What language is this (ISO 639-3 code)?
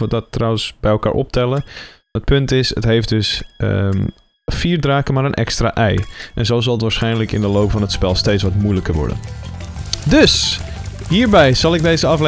nld